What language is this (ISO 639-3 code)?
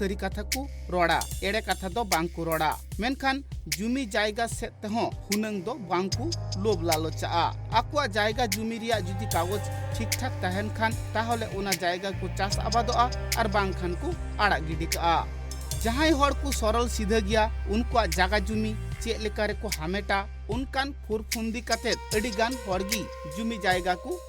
sat